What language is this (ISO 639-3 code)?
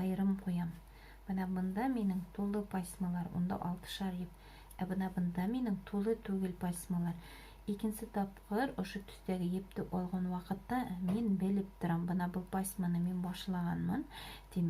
bak